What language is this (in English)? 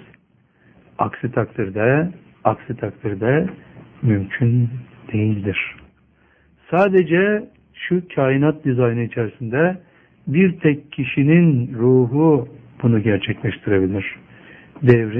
Turkish